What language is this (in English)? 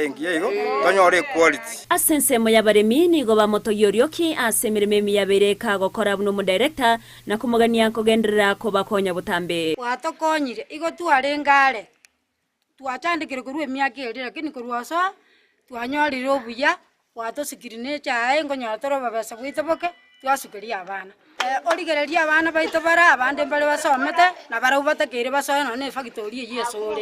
Gusii